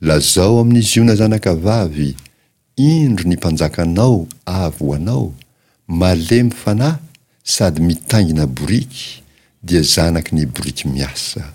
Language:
Malagasy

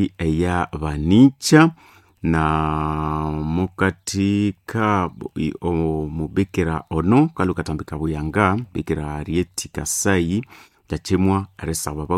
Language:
Nande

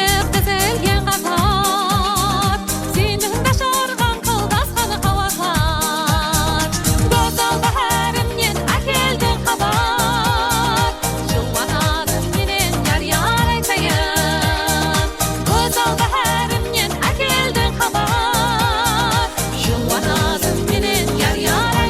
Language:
Kara-Kalpak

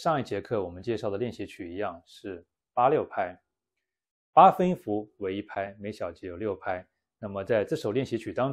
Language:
Chinese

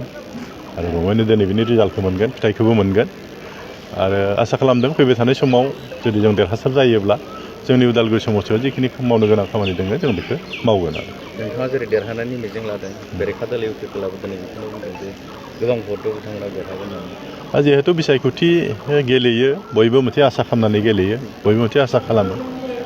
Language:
Bodo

